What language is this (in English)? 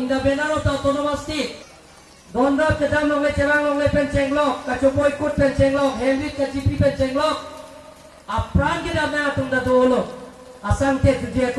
Karbi